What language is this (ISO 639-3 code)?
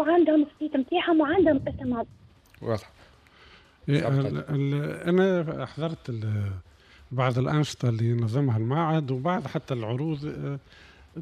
aeb